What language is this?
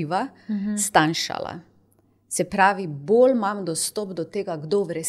Slovenian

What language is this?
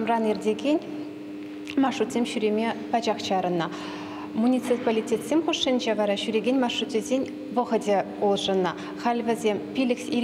Chuvash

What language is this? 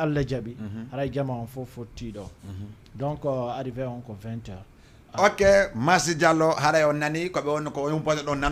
Fula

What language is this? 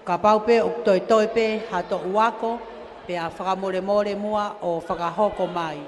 Tongan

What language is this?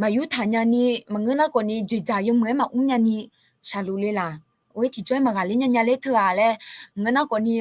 Akha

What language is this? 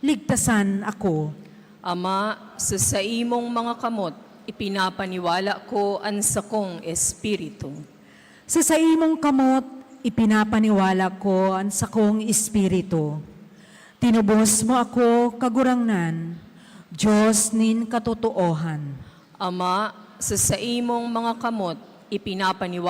Bikol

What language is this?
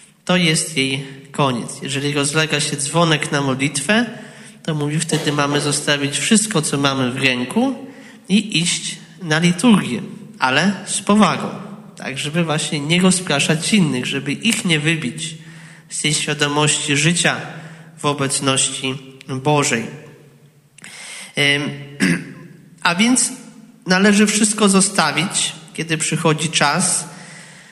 Polish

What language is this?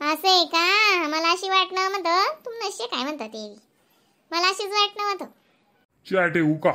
Khandesi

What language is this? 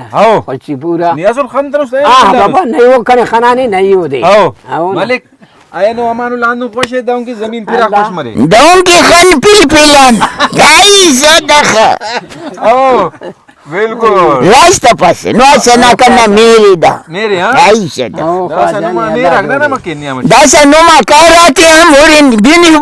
Brahui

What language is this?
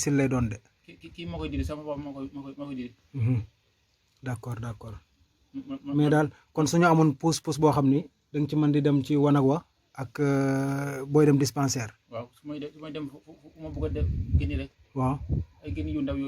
Wolof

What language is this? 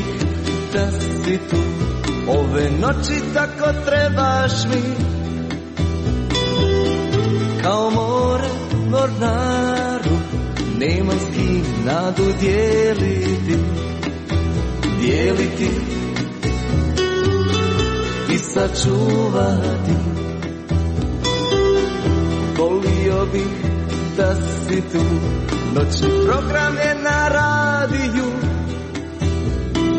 Croatian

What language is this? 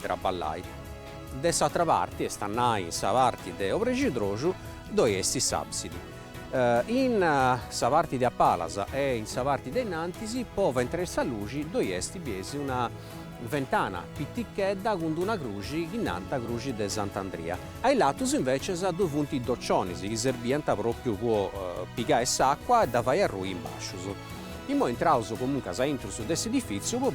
Sardinian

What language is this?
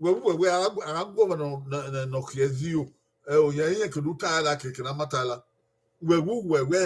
Bini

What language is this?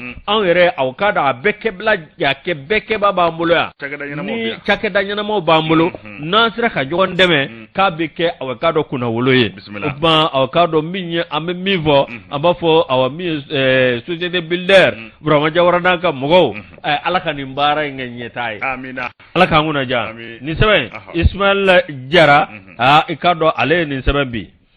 Bambara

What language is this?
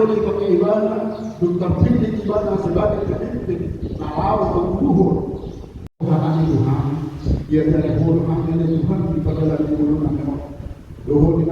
Batak Toba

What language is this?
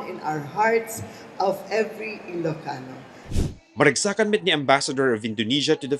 Iloko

